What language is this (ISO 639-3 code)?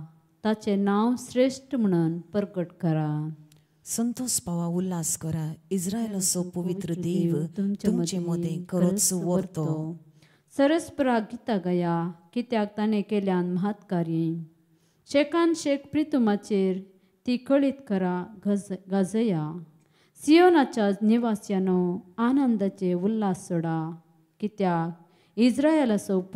kok